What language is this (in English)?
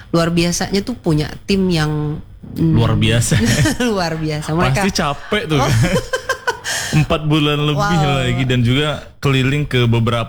Indonesian